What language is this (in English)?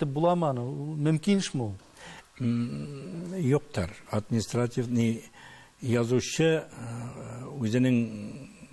Tatar